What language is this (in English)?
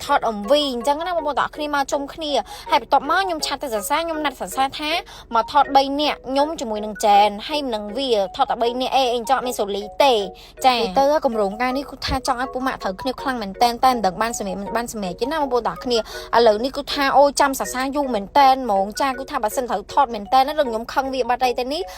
Khmer